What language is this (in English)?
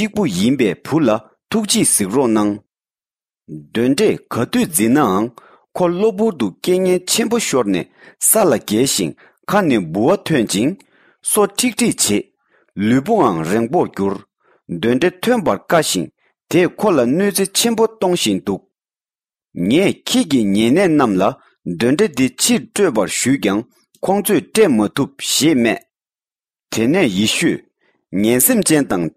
Tibetan